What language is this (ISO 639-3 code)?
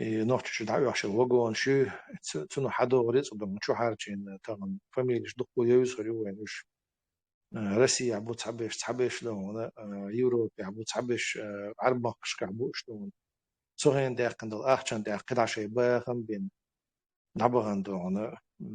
che